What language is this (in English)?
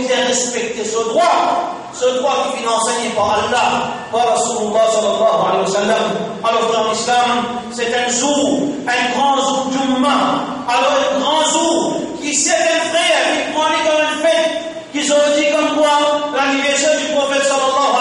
Morisyen